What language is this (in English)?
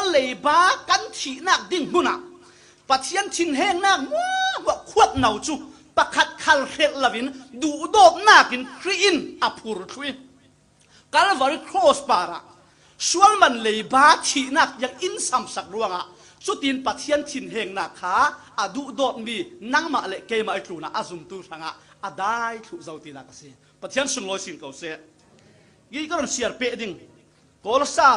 Falam Chin